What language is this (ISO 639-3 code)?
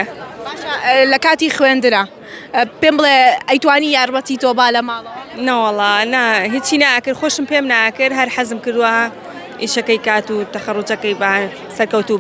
ckb